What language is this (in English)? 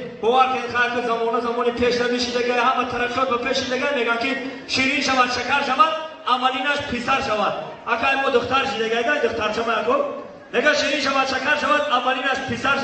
Tajik